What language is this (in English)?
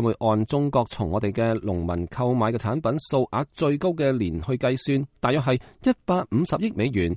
Cantonese